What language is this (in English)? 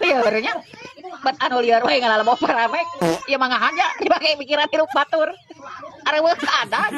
Sundanese